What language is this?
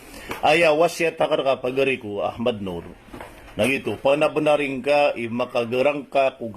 Maranao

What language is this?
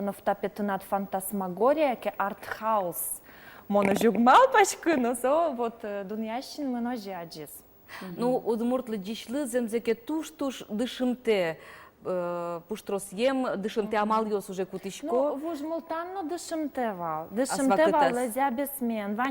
Udmurt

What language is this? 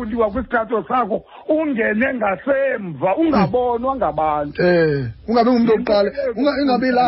Xhosa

